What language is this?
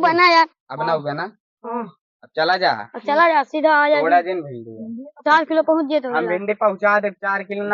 Awadhi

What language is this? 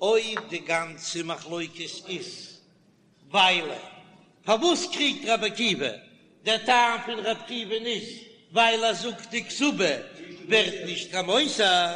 Yiddish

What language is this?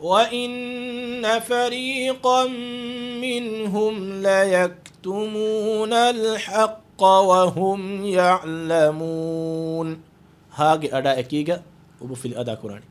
Divehi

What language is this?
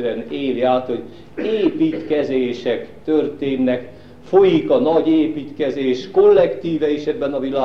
Hungarian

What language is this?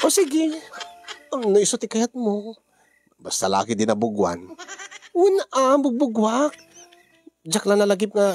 Iloko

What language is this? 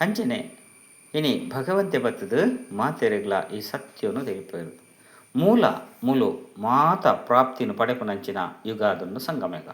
Tulu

